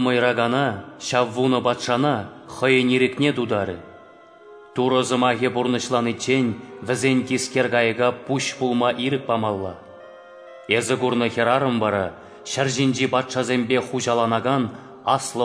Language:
Chuvash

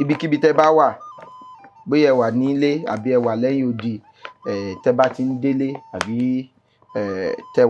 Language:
Yoruba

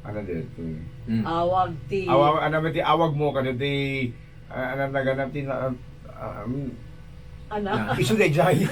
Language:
Iloko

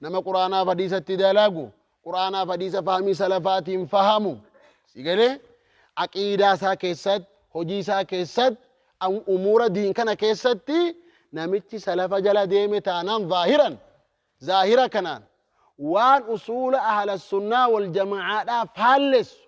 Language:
Oromo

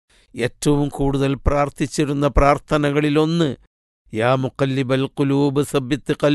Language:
Malayalam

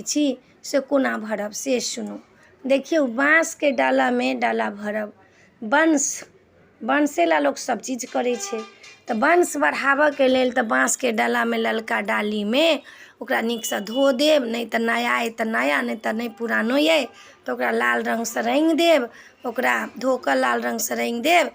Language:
Maithili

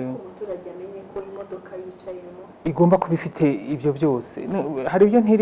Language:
Kinyarwanda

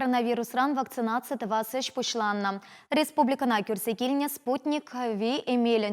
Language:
Chuvash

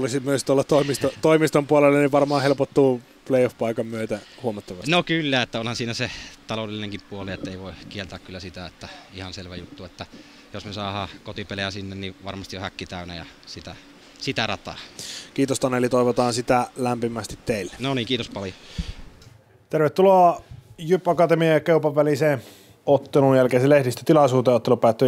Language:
Finnish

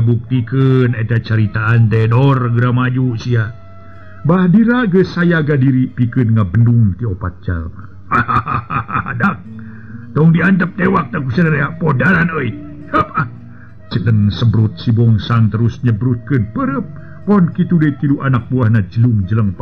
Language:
Sundanese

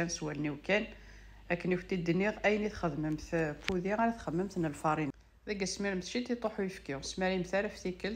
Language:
Kabyle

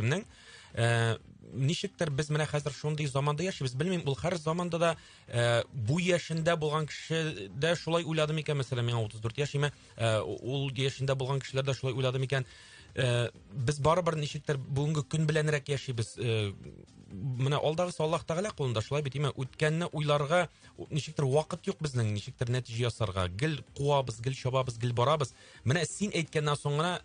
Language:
Tatar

